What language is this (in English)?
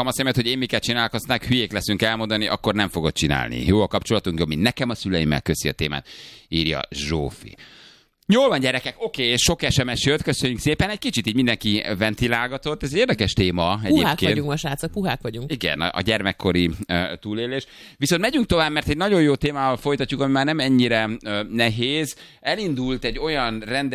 Hungarian